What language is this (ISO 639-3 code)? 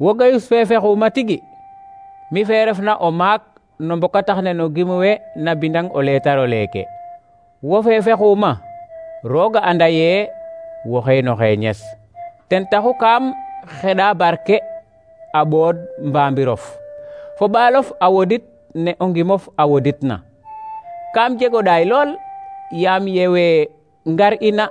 srr